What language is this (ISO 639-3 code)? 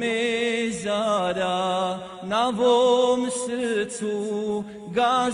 bos